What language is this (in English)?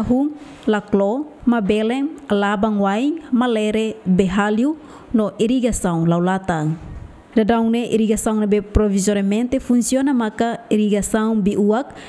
Tetum